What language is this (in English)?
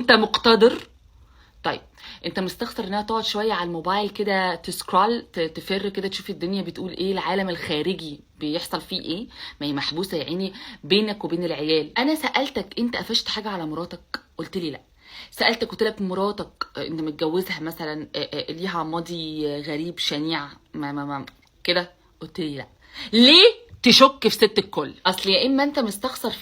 Egyptian Arabic